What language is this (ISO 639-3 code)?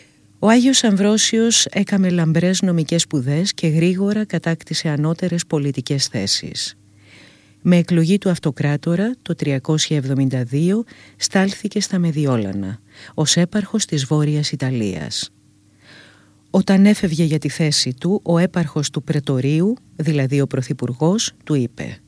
ell